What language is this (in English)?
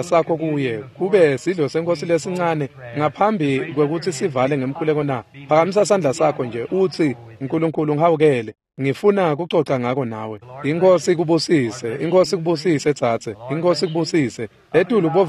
Swati